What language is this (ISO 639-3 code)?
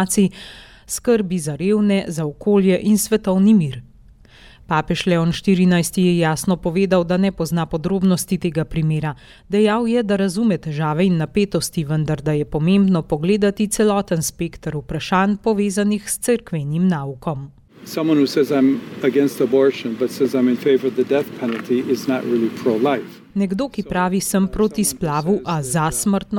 slv